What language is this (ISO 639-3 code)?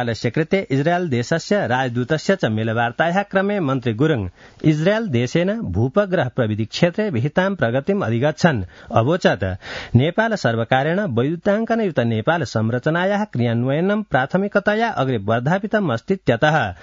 san